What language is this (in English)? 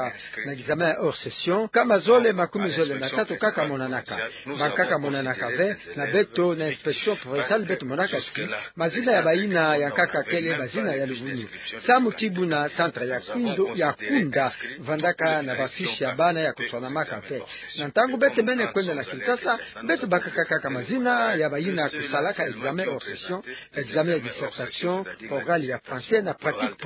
Kituba (Democratic Republic of Congo)